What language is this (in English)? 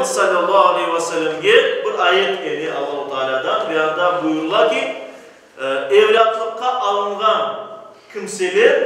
Crimean Tatar